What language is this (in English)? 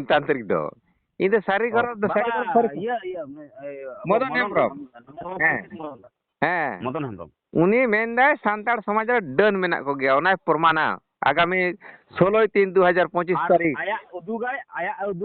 Santali